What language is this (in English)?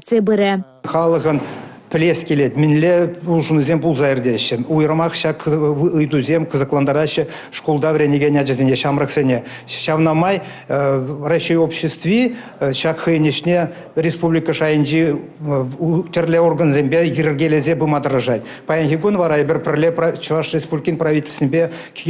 Chuvash